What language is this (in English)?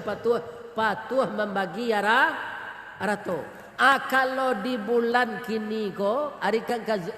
Minangkabau